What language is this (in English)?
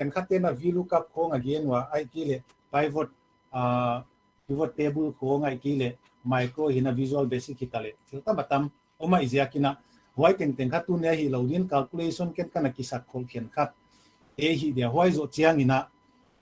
Paite Chin